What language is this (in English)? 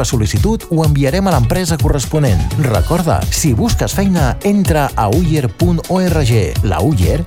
Catalan